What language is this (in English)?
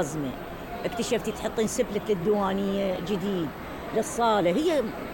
Mesopotamian Arabic